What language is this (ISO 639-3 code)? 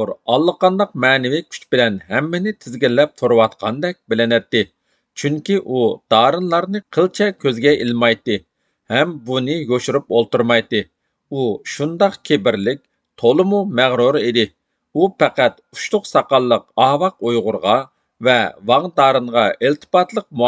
uig